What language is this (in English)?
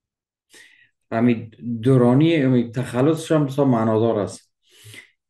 Persian